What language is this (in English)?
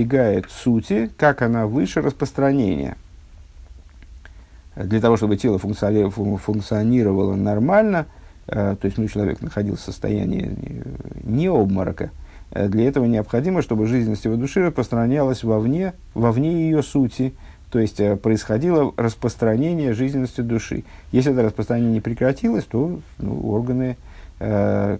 Russian